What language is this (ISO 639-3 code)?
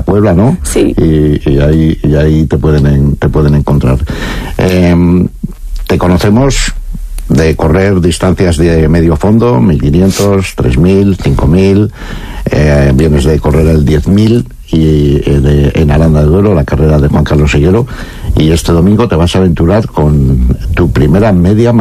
spa